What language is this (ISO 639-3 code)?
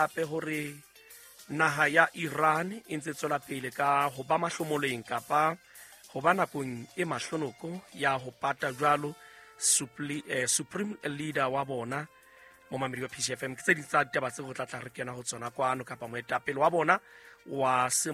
sot